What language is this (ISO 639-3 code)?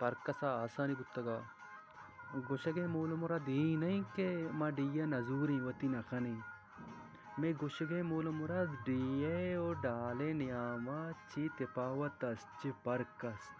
bal